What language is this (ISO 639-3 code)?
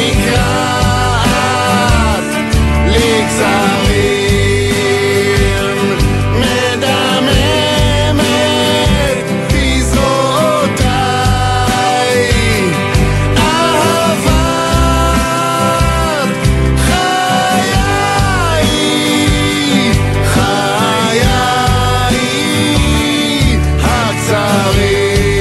heb